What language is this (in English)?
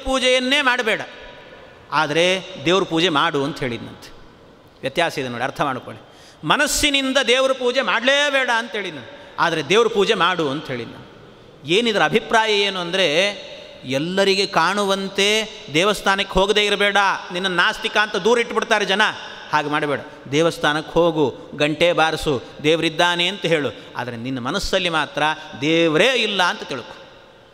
Kannada